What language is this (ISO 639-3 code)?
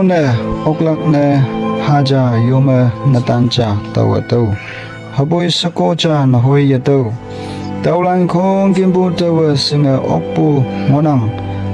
nbe